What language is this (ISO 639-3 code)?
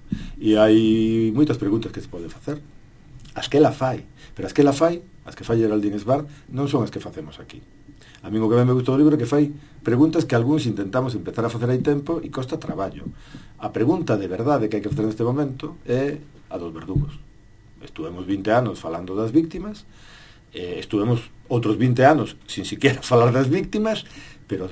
glg